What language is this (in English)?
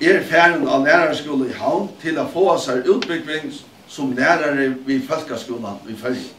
Faroese